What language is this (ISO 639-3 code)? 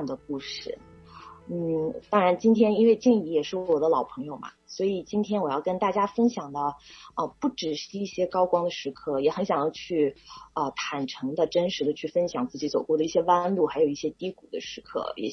zho